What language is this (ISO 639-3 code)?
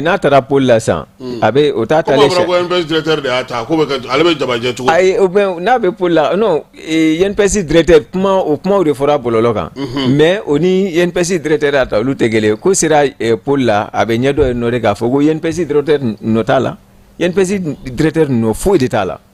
bam